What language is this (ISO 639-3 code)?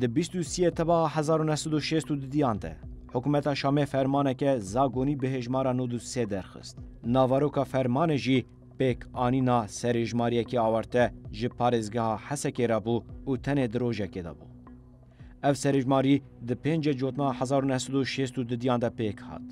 kur